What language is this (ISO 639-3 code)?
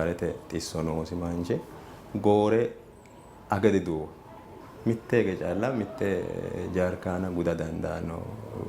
sid